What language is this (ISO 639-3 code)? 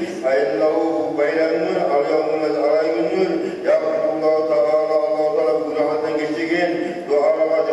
kum